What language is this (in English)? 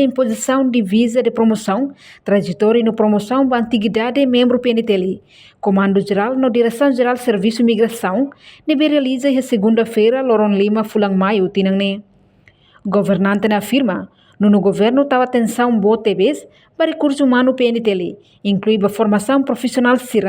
Tetum